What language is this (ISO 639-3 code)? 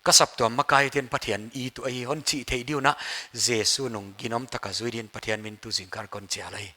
pck